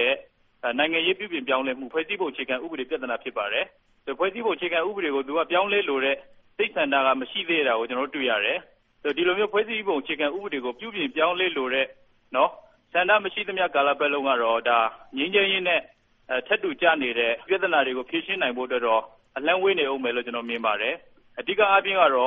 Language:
Burmese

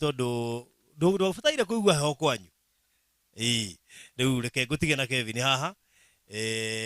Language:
Kikuyu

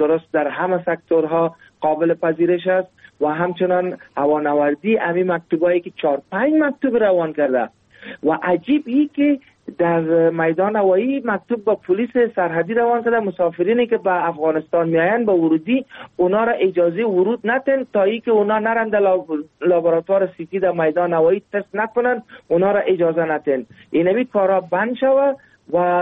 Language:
Persian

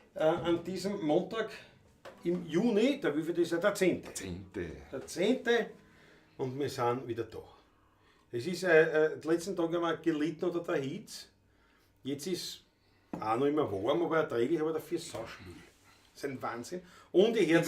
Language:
Bavarian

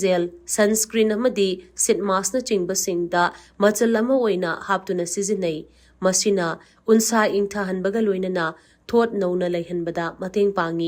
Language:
Manipuri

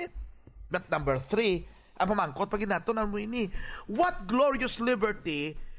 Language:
Hiligaynon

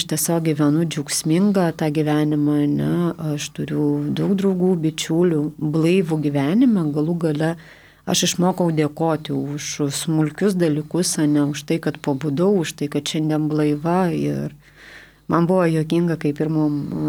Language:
Lithuanian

